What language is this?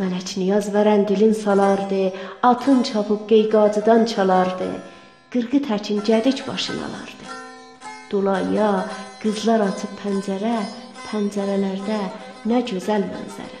South Azerbaijani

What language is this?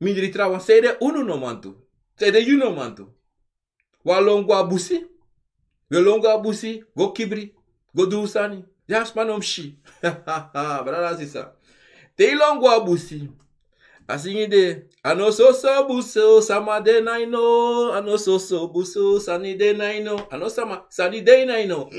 Sranan Tongo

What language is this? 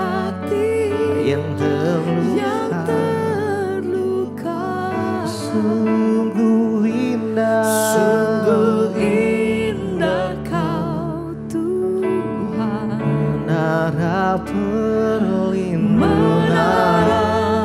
Indonesian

